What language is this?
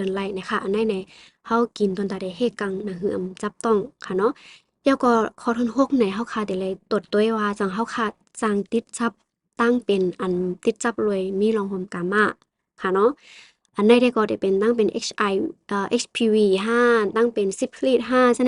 Shan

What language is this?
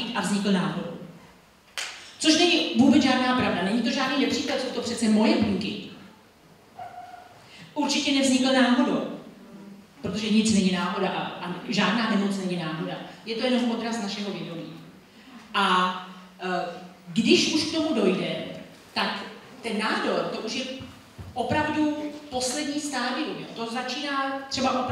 Czech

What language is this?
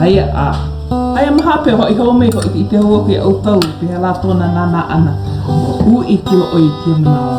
Hawaiian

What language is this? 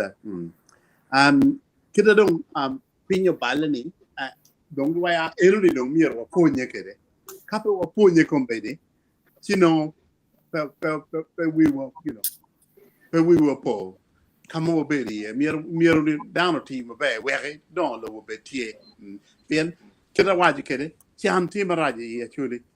Acoli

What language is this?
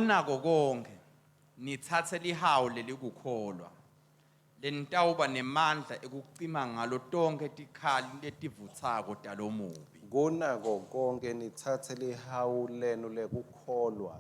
Swati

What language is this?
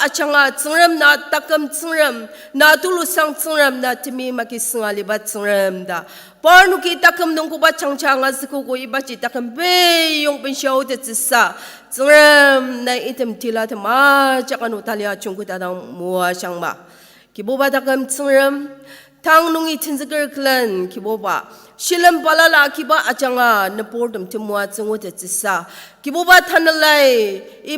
Ao Naga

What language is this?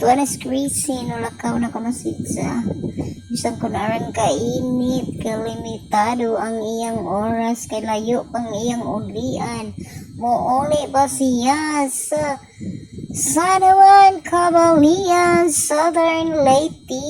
Cebuano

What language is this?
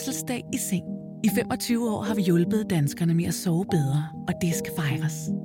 Danish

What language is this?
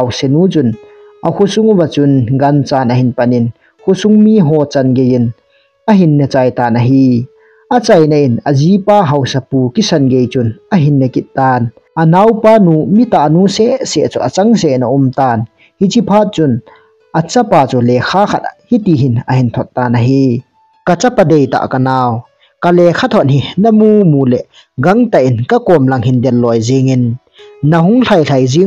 Thado Chin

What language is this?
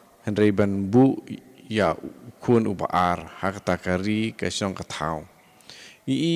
Khasi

